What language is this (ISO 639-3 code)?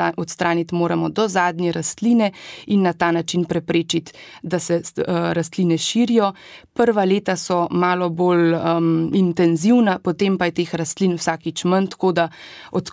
slv